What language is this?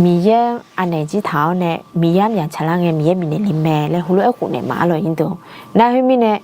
Akha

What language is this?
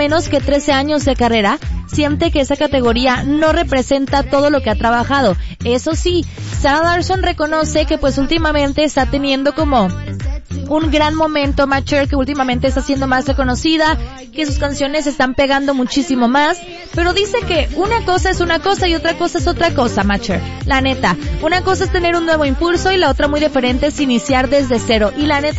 Spanish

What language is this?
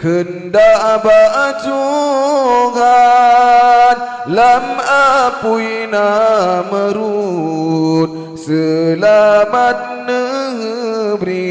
Achinese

